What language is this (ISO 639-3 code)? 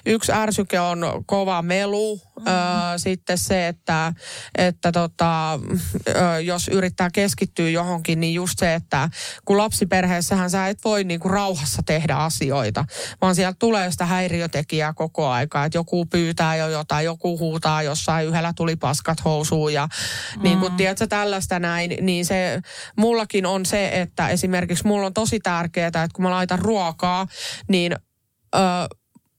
fin